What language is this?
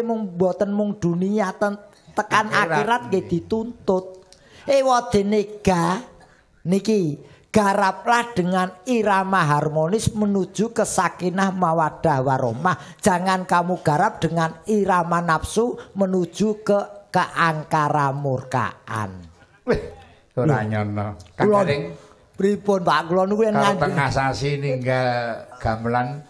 Javanese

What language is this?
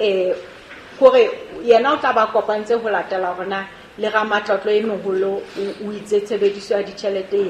Southern Sotho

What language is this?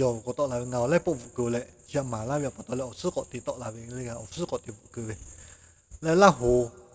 Lahu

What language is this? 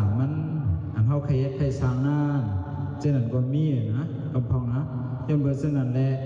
Shan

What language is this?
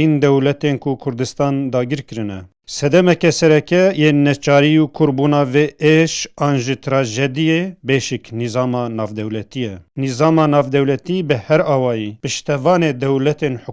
Kurdish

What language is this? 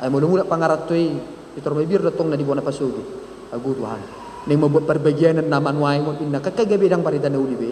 Batak Toba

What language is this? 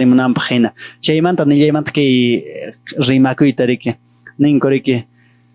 Quechua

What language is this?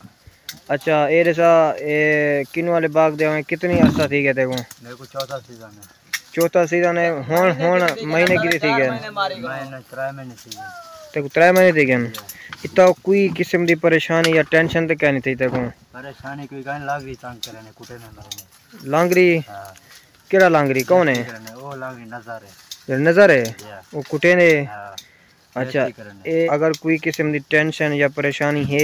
Saraiki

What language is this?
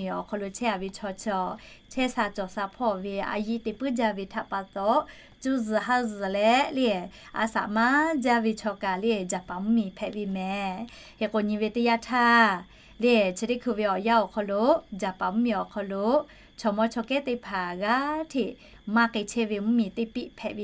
Lahu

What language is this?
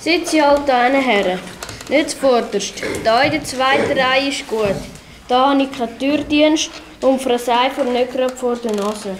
Swiss German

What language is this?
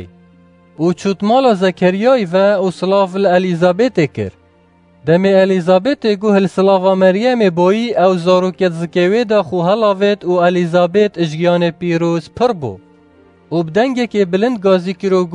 Kurdish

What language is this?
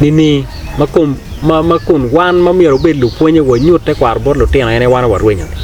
Acoli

